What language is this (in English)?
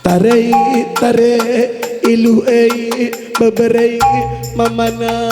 Batak Karo